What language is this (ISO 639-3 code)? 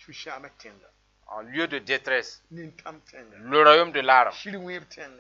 mos